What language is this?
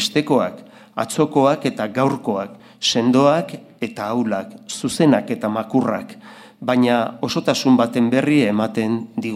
Basque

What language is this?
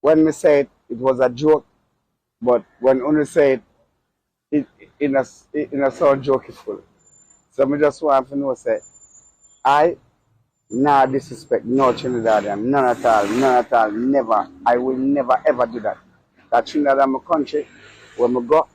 Jamaican Creole English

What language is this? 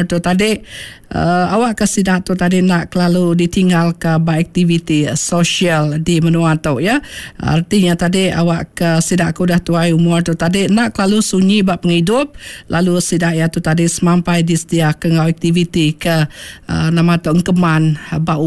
Iban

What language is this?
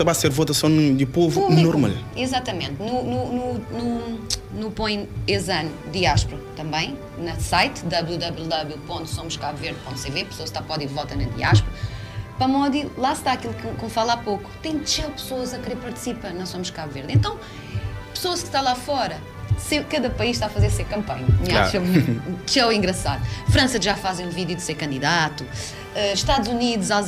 Kabuverdianu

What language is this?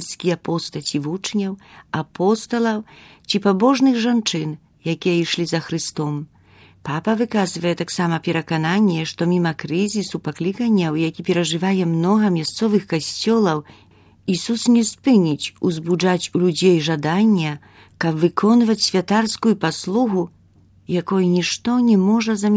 Belarusian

